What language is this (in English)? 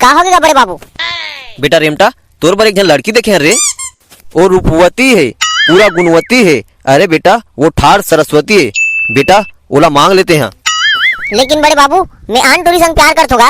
Chhattisgarhi